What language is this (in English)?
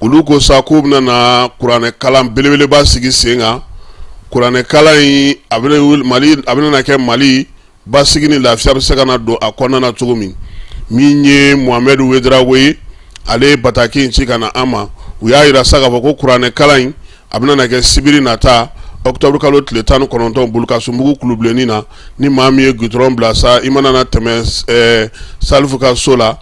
Bambara